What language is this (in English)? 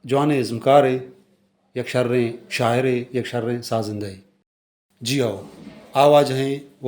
Baluchi